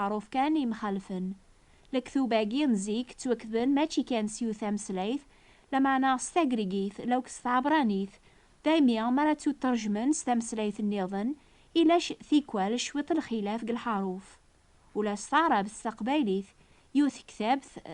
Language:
Kabyle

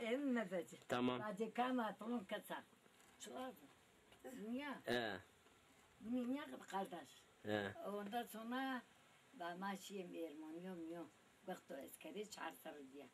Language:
Zaza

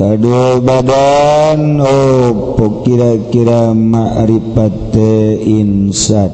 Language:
Sundanese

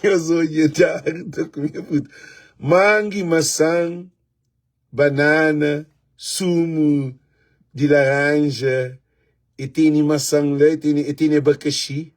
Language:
Kabuverdianu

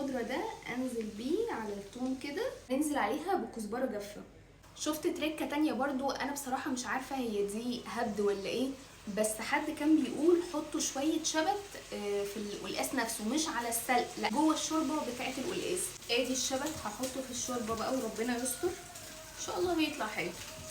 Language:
Egyptian Arabic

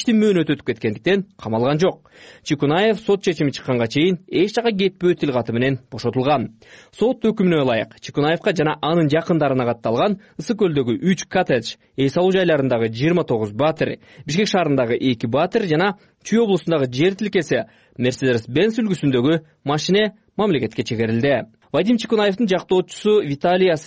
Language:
Kyrgyz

